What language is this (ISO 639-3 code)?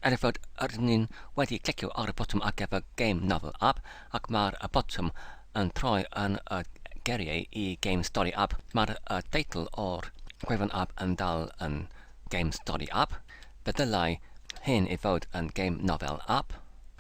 cym